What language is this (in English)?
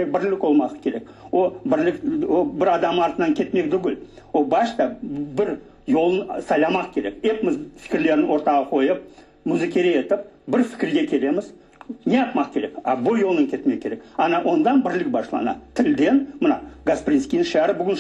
Crimean Tatar